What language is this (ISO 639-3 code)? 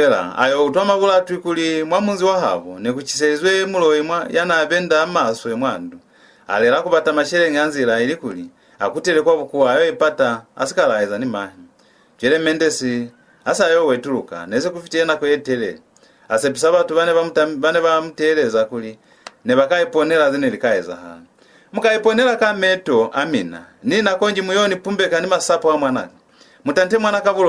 loz